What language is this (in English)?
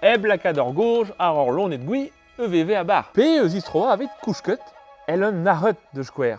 Breton